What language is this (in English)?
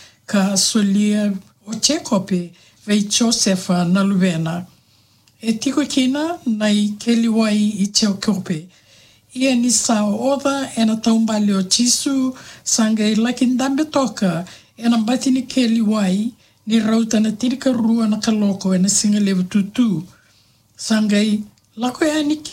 Fijian